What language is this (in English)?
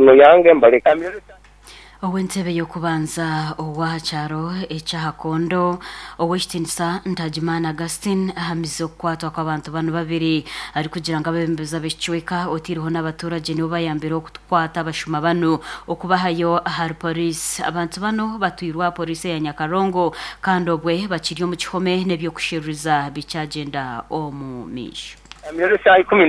Nyankole